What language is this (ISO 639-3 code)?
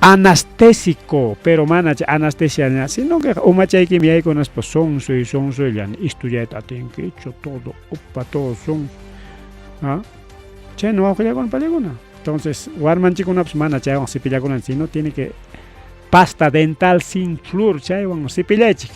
quy